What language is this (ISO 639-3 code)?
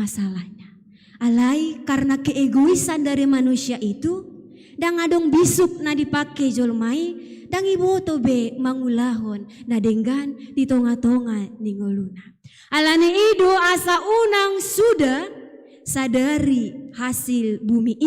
bbc